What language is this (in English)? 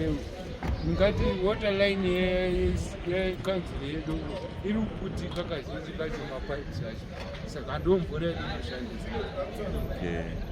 Shona